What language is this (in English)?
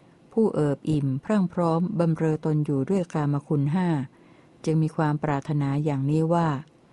Thai